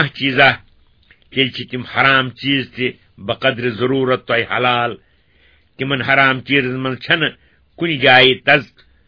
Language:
Kashmiri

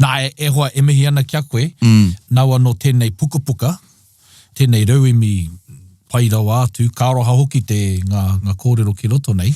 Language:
Māori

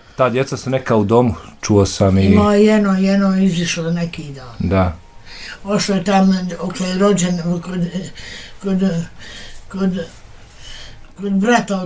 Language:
Bosnian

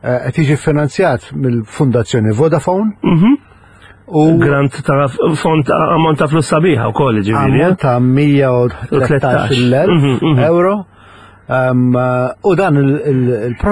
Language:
Maltese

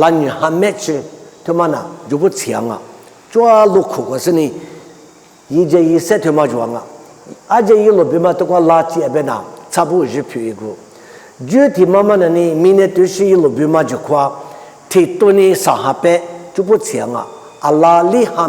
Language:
Lisu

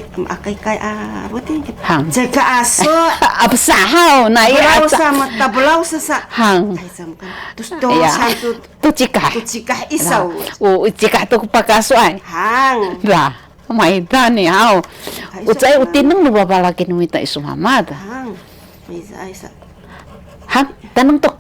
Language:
Sakizaya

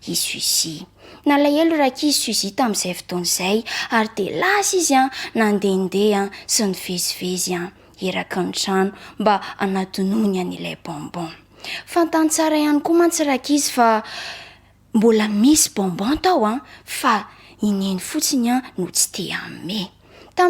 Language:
Malagasy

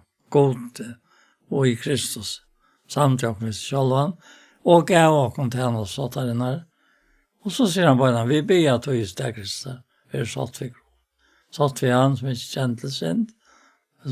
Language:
Faroese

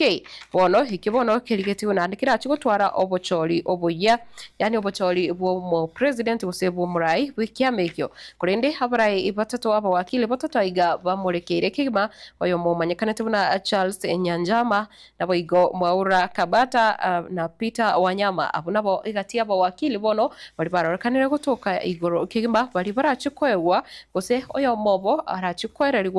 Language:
Gusii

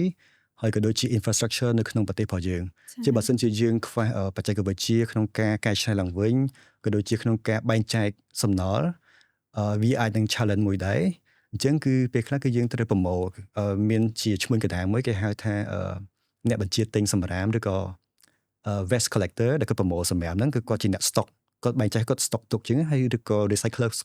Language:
Khmer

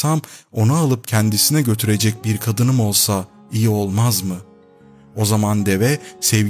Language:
Turkish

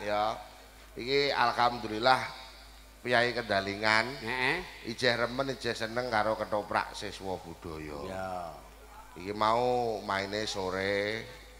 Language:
Javanese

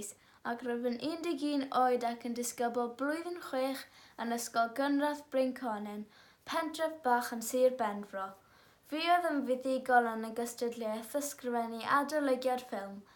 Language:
Welsh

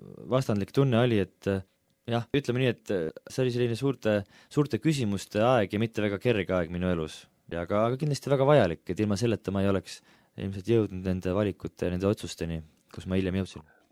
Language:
Estonian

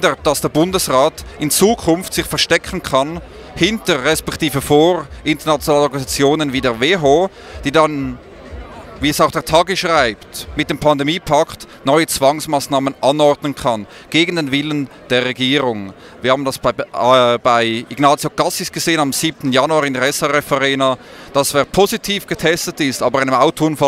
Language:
German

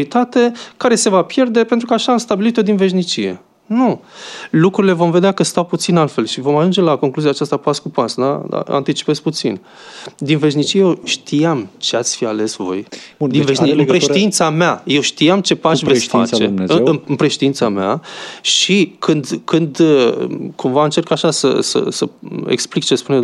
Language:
Romanian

